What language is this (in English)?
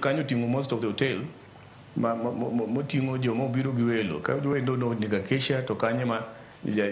Luo (Kenya and Tanzania)